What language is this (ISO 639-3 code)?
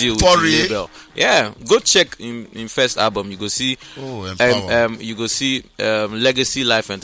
pcm